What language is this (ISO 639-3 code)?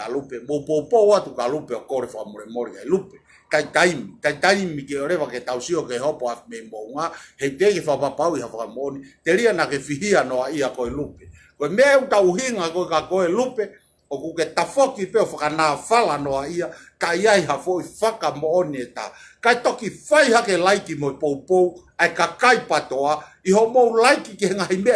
ton